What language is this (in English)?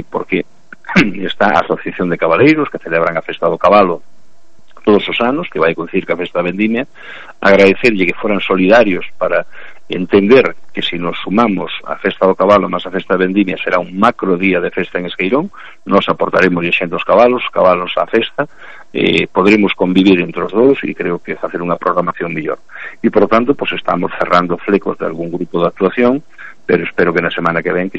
Galician